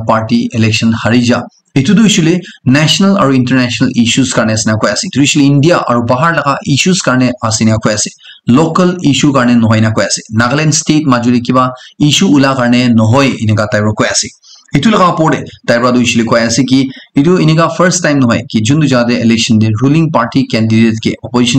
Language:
Naga Pidgin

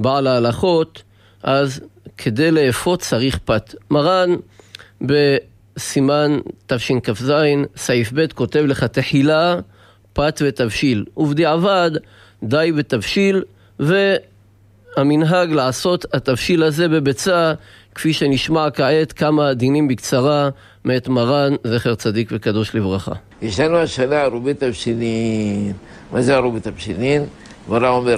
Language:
Hebrew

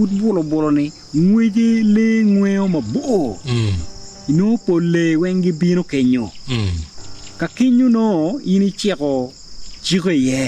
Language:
Acoli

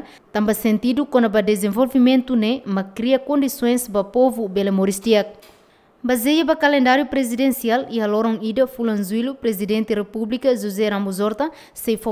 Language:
Tetum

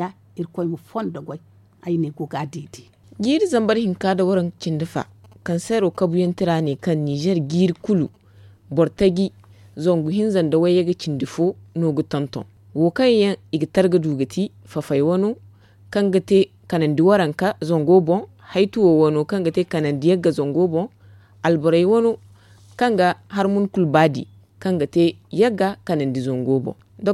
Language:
Zarma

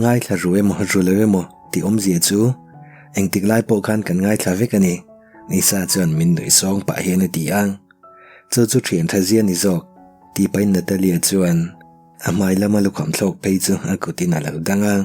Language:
Mizo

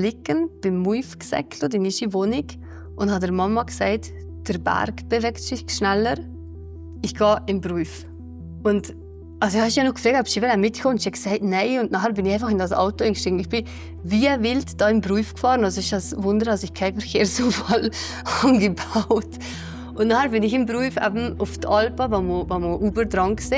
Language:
Swiss German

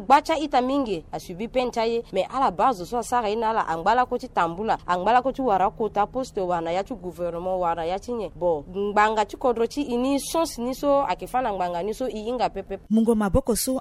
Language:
Sango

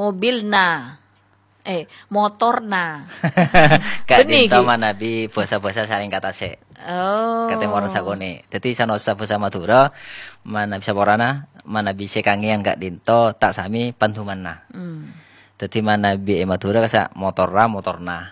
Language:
Madurese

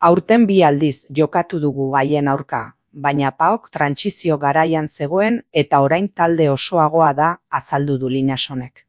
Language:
Basque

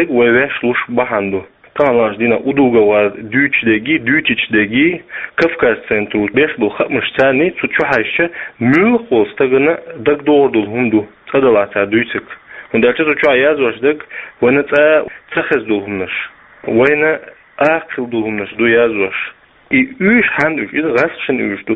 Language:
Chechen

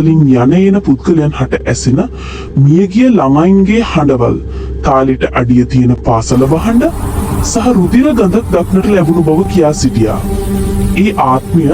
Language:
Sinhala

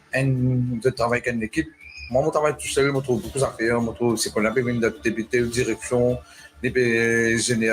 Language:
Morisyen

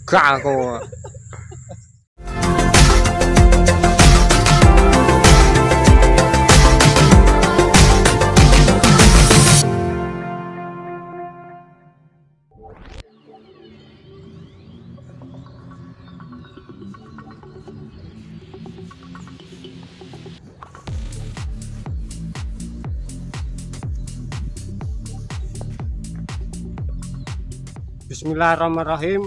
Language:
Indonesian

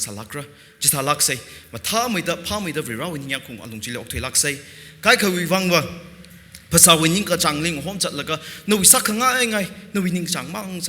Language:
Tangkhul Naga (India)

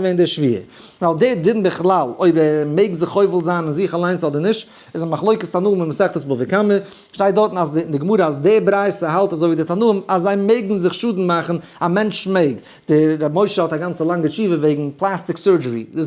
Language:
Yiddish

